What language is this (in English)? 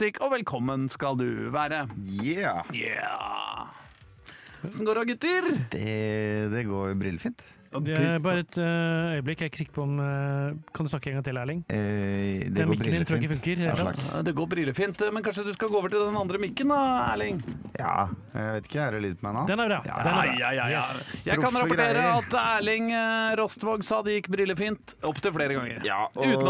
Norwegian